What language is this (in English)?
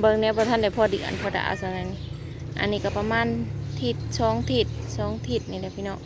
Northeastern Thai